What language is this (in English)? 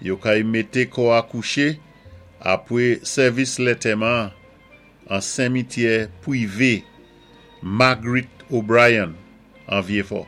Saint Lucian Creole French